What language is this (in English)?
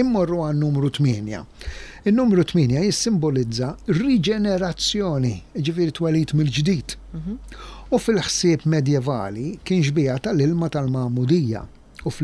Maltese